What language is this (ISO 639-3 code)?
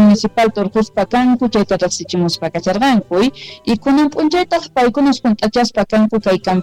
quh